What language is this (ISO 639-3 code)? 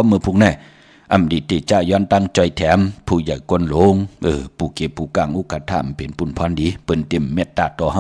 shn